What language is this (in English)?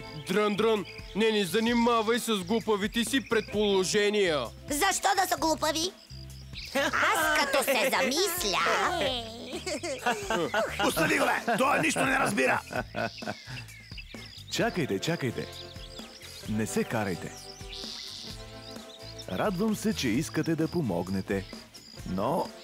Bulgarian